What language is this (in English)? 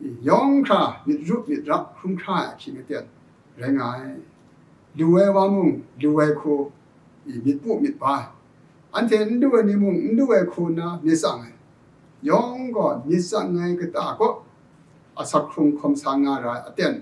Kachin